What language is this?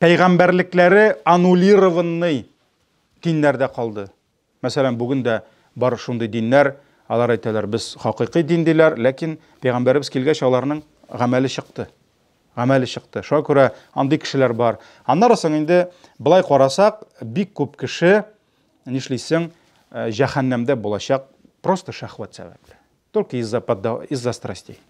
Tatar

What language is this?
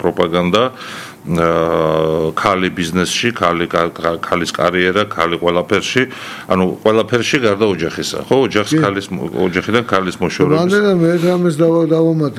Georgian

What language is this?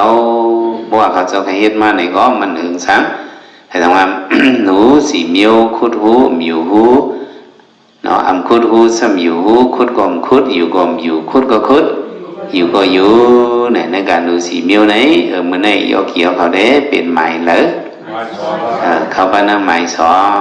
Shan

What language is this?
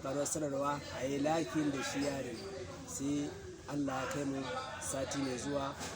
Hausa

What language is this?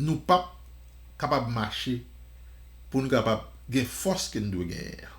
Haitian Creole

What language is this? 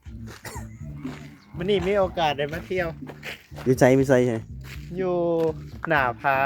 Lao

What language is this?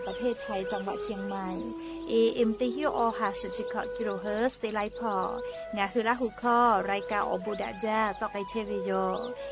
Lahu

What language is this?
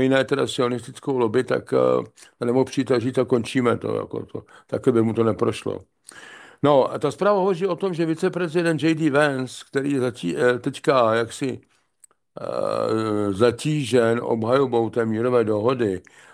Czech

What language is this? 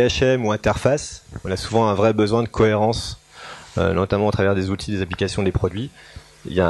French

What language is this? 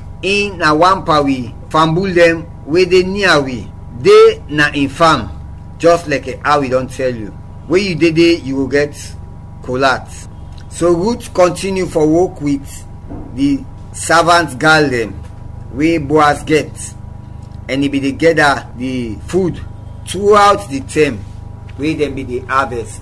Krio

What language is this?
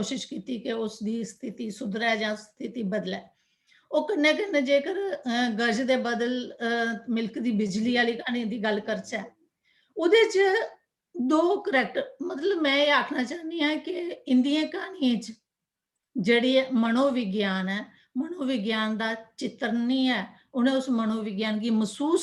Dogri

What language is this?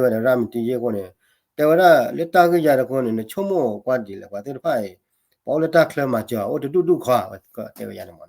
S'gaw Karen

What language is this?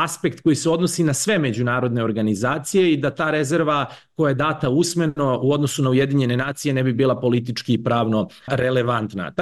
Serbian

